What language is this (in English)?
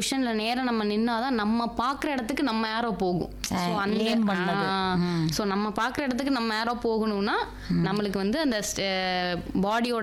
Tamil